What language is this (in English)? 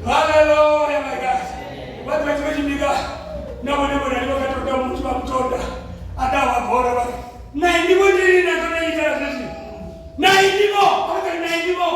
Venda